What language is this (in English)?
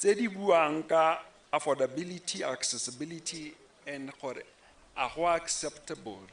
Tswana